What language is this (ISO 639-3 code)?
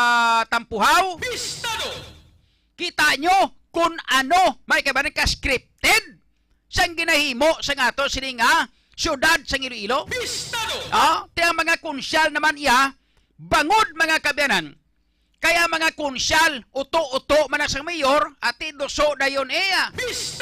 hil